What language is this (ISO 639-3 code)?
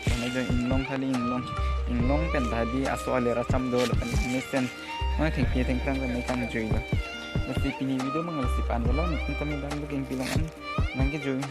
mjw